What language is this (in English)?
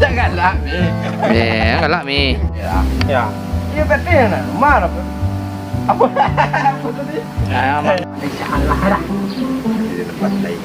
Minangkabau